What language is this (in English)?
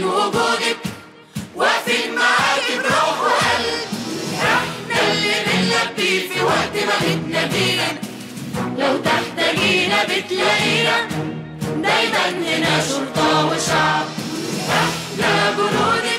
Egyptian Arabic